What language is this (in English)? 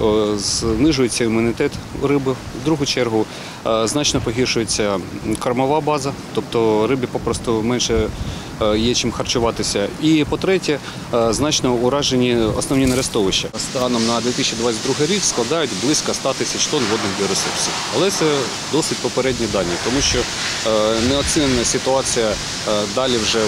Ukrainian